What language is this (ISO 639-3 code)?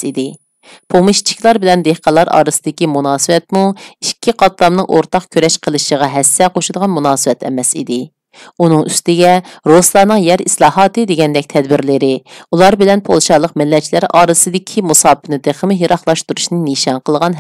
uig